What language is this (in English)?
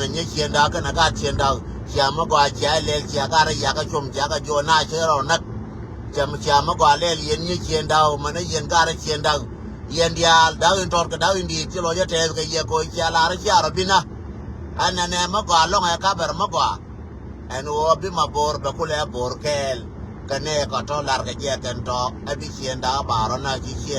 Nuer